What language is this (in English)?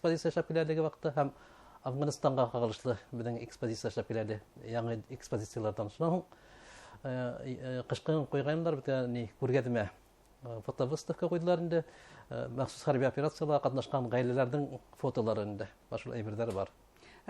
Bashkir